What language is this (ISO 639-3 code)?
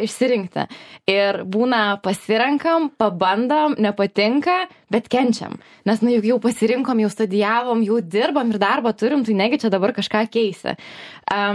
lit